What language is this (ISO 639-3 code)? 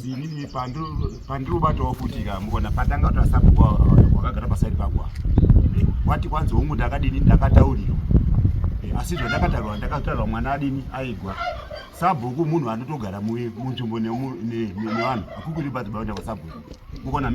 sna